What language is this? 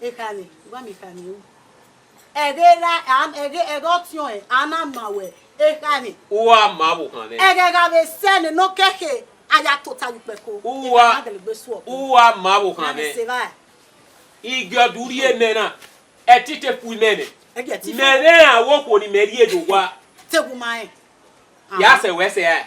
Bini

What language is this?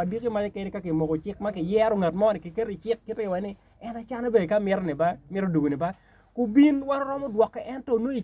Acoli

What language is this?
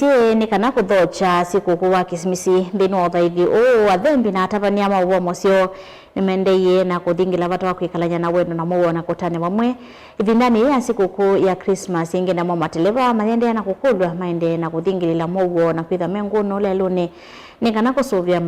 Kamba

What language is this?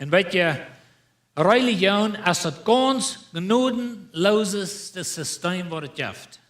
Plautdietsch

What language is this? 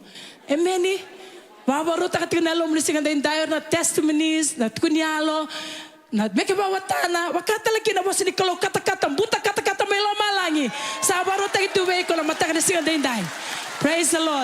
Fijian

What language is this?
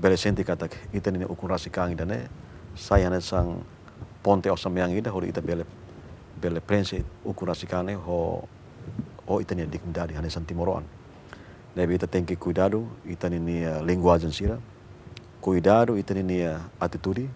Tetum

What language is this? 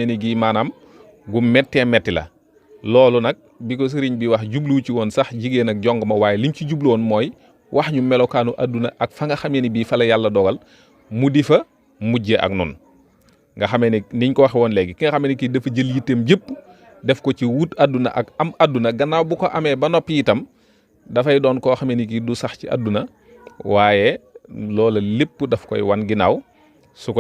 Wolof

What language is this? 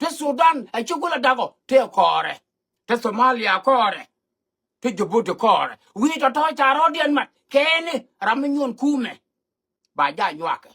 Nuer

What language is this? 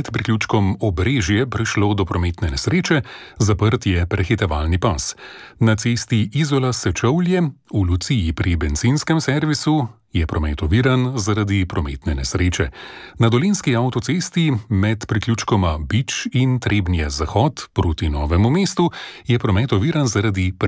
Slovenian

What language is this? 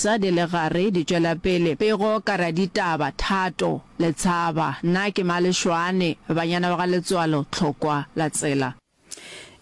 Northern Sotho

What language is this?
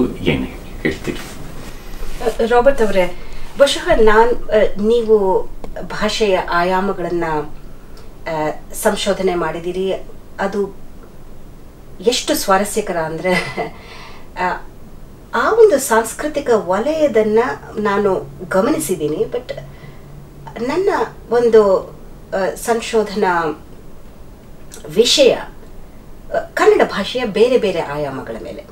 Kannada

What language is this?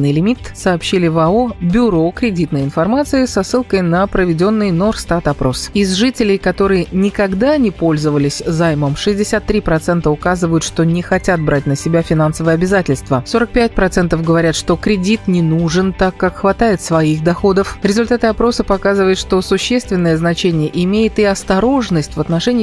Russian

